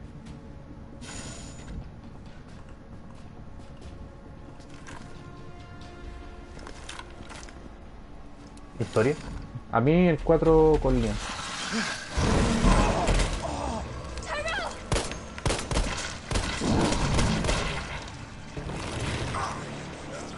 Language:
Spanish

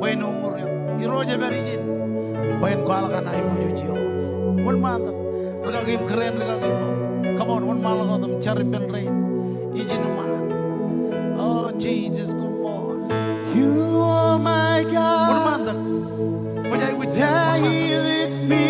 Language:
Marshallese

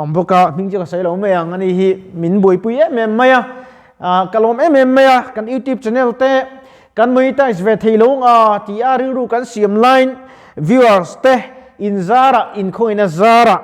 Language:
Mizo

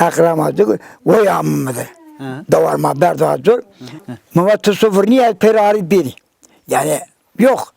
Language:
Zaza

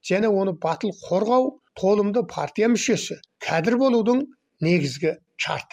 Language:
Kazakh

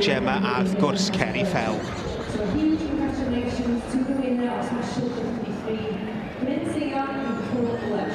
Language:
Welsh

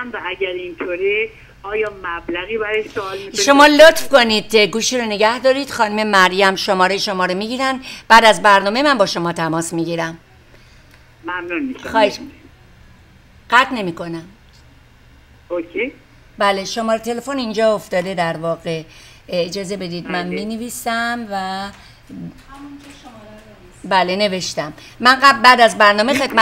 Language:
Persian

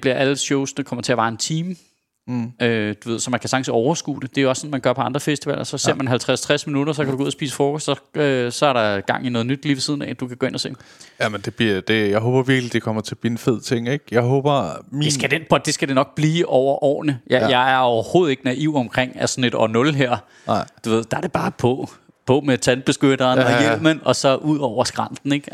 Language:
Danish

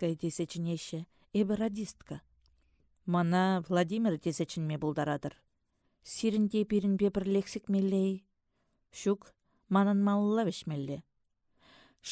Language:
Chuvash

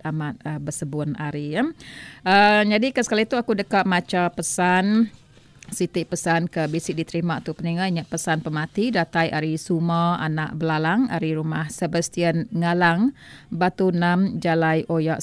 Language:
Iban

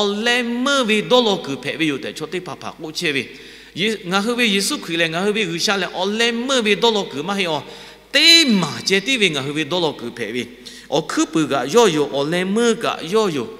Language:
Lahu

